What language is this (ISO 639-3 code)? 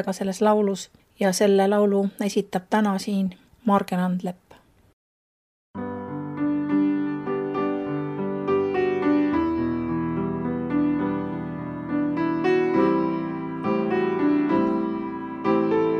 est